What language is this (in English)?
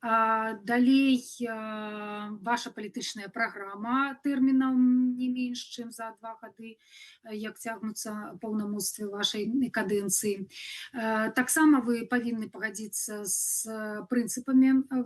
Belarusian